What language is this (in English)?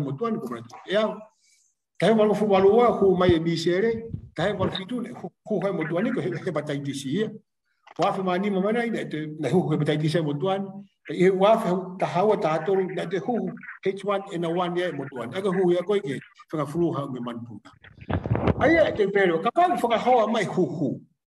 Tongan